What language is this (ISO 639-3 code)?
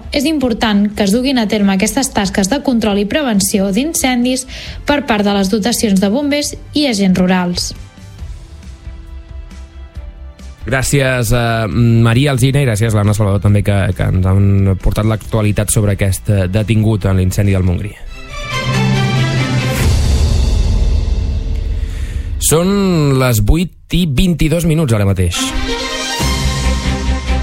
cat